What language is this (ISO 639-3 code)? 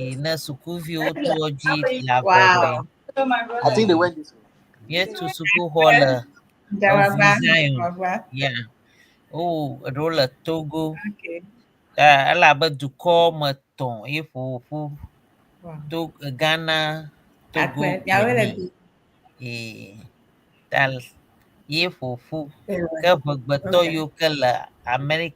ewe